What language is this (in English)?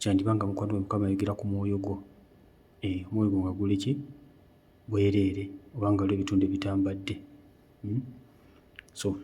Ganda